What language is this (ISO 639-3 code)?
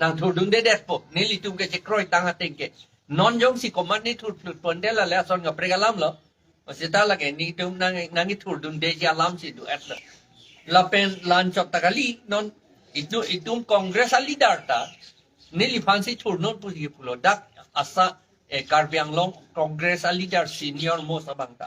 mjw